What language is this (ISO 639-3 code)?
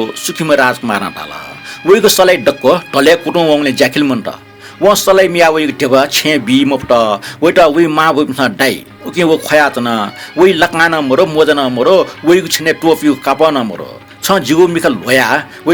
new